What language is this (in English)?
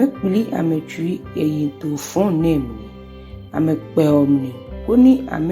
Ga